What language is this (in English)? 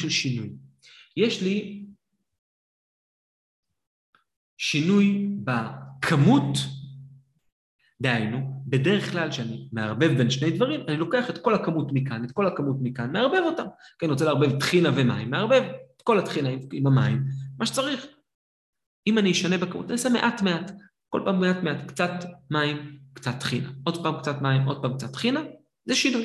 Hebrew